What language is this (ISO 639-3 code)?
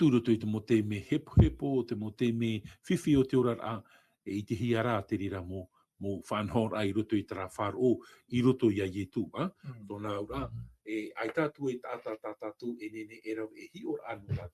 tah